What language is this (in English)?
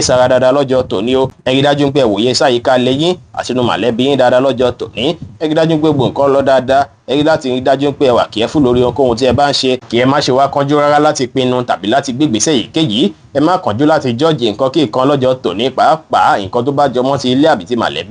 Yoruba